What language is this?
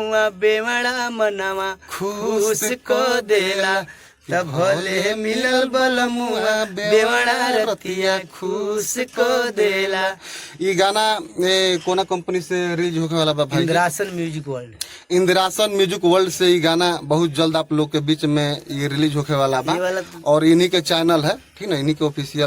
Bhojpuri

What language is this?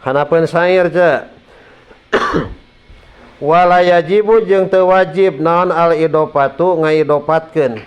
Sundanese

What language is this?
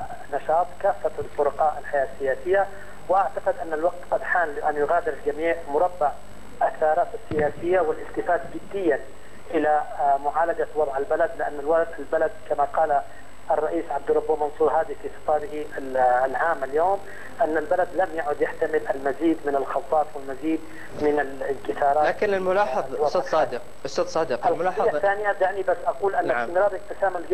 Arabic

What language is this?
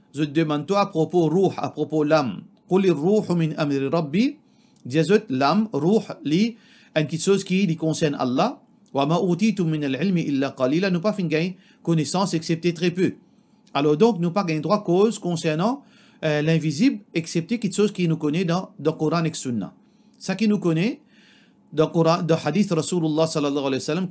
Morisyen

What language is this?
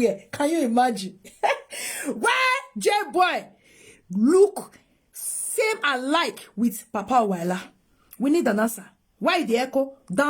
Nigerian Pidgin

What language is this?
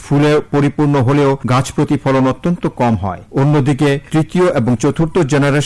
Bangla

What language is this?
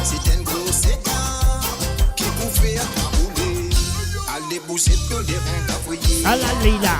Morisyen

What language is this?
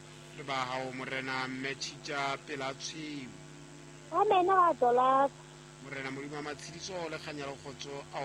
Southern Sotho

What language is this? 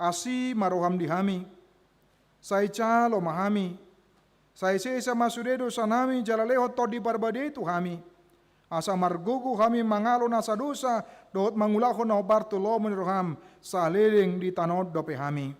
Batak Toba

